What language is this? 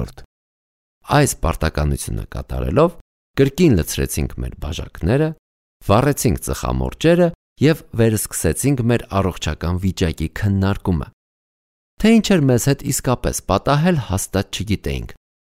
Armenian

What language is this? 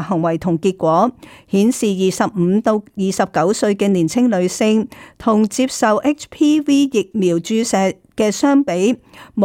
Cantonese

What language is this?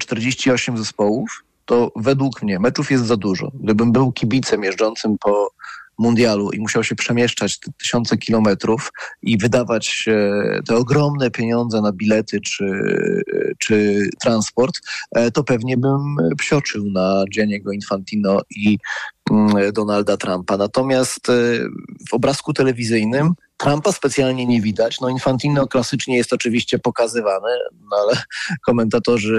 Polish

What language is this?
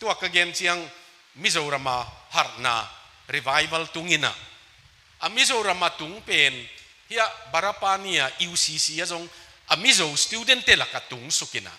Tedim Chin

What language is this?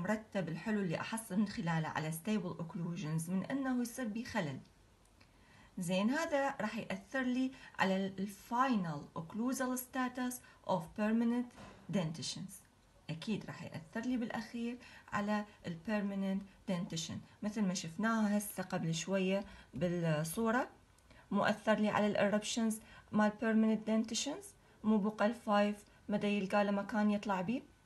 Mesopotamian Arabic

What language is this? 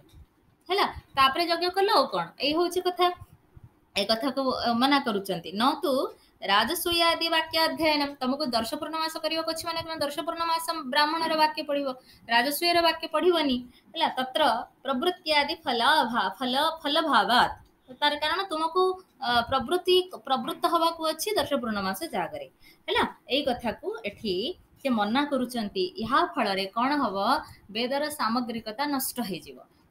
Odia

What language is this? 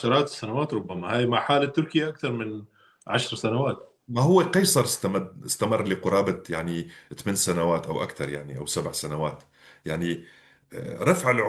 North Levantine Arabic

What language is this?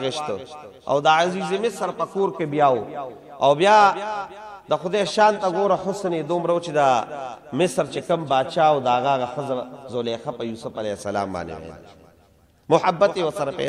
Pashto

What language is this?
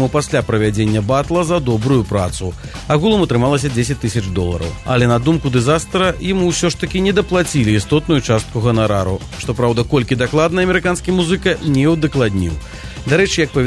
Belarusian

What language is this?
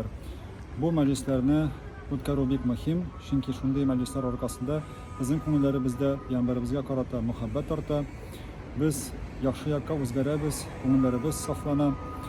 Tatar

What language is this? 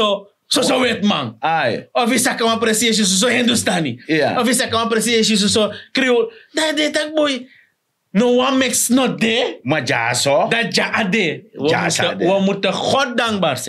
Sranan Tongo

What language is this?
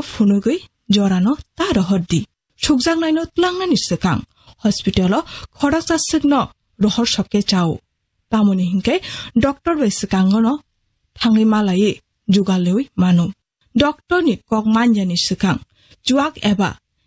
Kok Borok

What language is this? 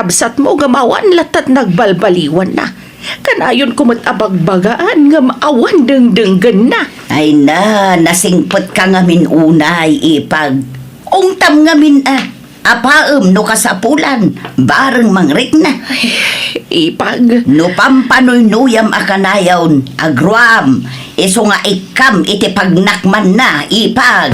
Iloko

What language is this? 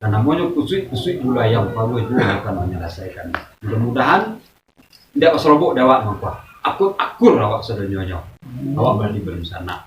Minangkabau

